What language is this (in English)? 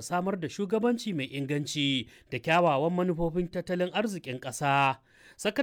Hausa